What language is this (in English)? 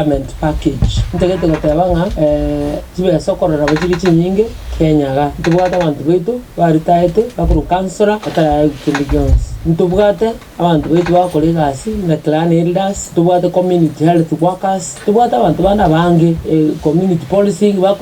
Gusii